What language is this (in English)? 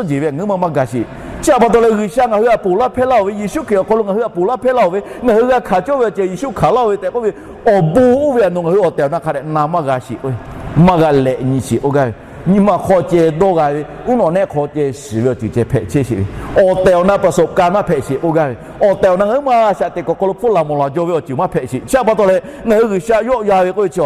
Lahu